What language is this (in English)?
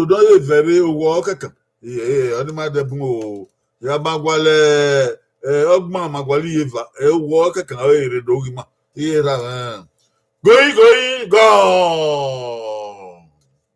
Bini